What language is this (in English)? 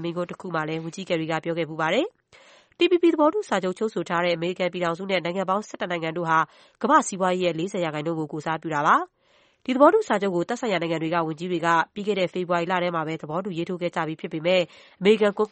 Burmese